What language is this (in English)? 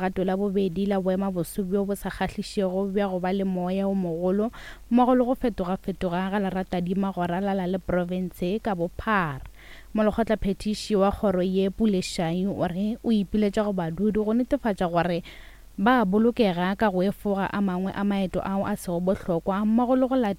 Northern Sotho